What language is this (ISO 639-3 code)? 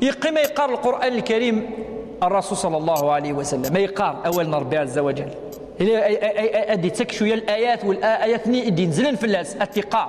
kab